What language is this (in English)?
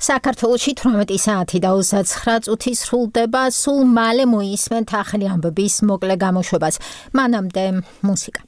Georgian